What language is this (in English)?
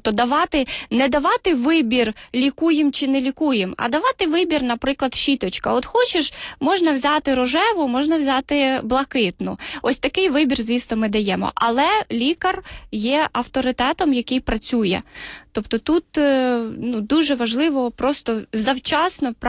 Ukrainian